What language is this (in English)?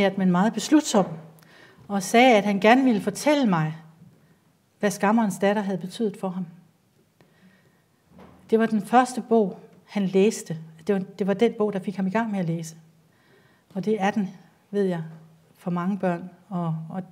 Danish